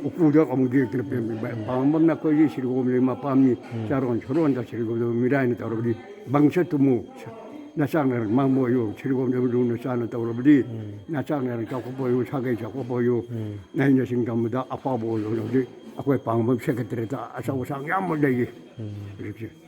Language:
Manipuri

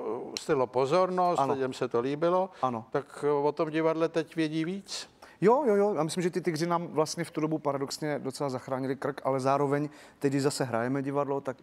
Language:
Czech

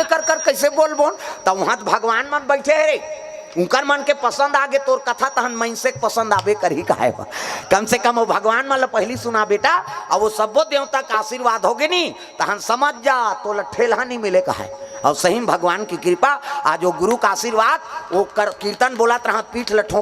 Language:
Chhattisgarhi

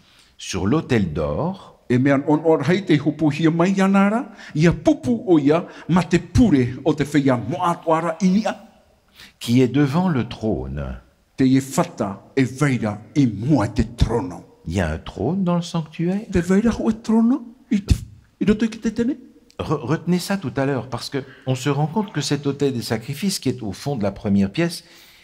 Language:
Tahitian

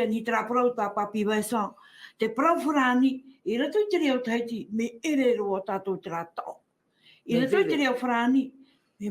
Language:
Tahitian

